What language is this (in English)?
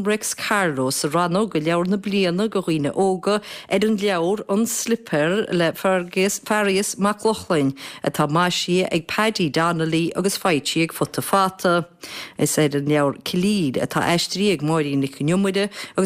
Irish